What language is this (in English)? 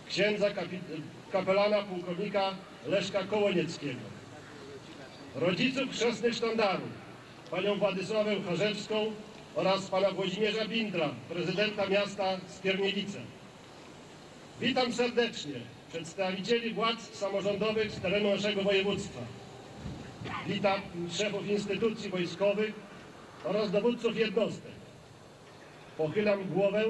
Polish